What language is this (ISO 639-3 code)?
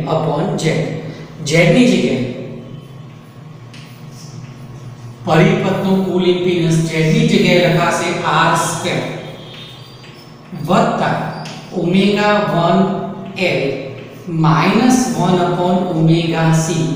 guj